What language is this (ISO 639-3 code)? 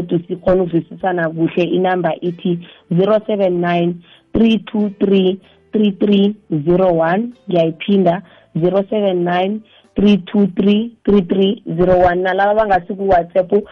nbl